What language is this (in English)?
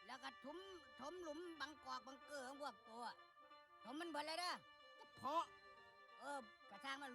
Lao